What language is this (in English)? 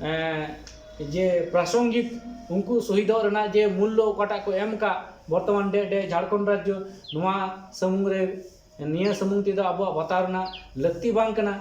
Santali